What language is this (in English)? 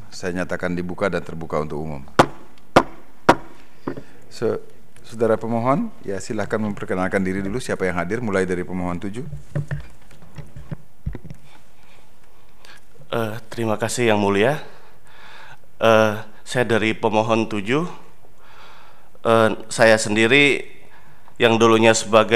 Indonesian